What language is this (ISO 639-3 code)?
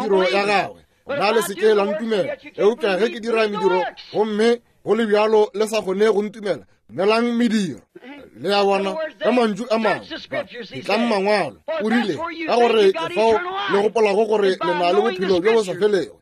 nso